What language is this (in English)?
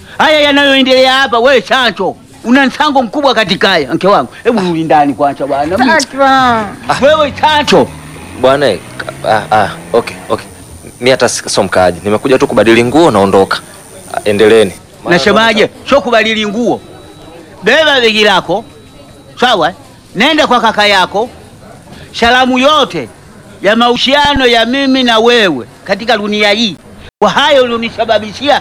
Swahili